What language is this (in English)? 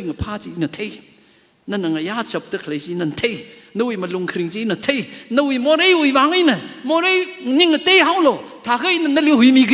Tangkhul Naga (India)